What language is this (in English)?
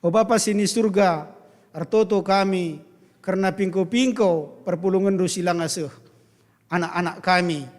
Batak Karo